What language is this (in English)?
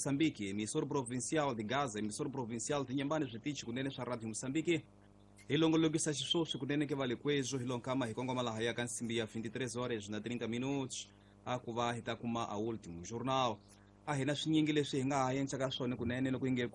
Tsonga